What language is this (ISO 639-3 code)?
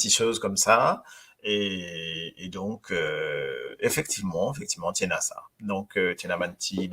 mfe